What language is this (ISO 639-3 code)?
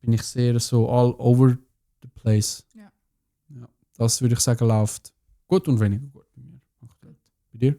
gsw